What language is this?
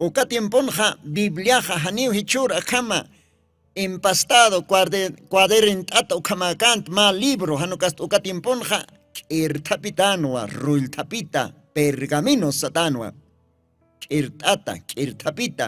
Aymara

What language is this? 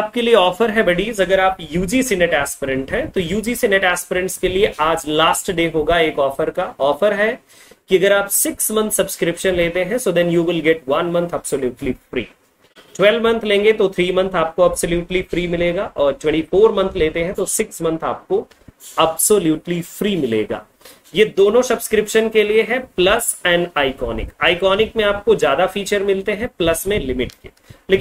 Hindi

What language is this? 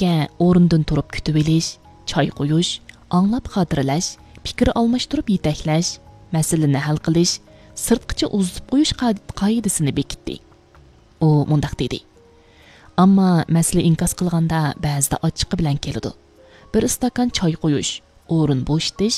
Uyghur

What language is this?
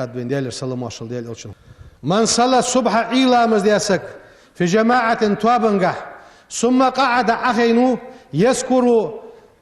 Ingush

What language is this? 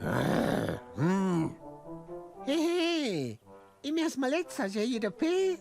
Romansh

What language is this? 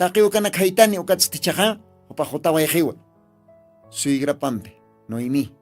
Aymara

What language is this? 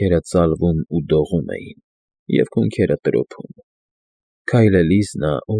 Armenian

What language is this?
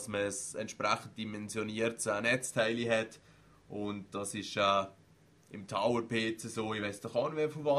Swiss German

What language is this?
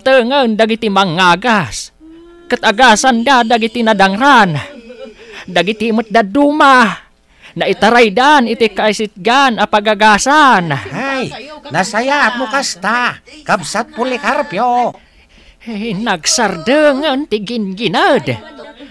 Iloko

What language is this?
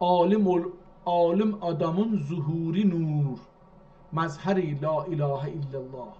South Azerbaijani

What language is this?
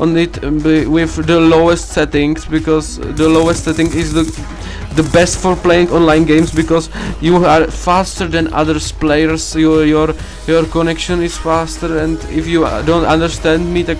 Czech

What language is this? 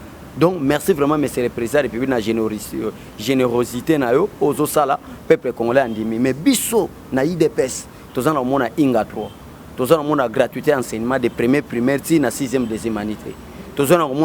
Lingala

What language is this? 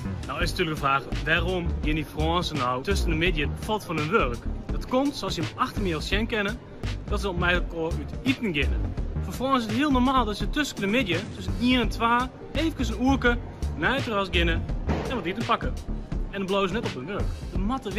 Western Frisian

